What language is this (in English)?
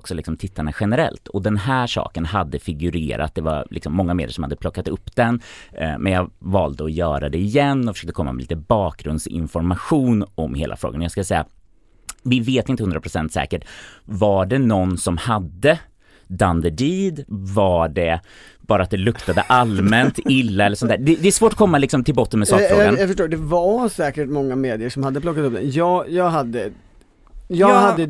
Swedish